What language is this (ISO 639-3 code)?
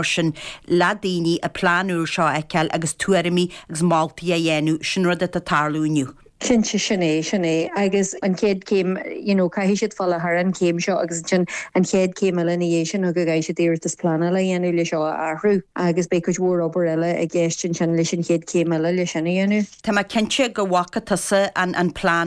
gle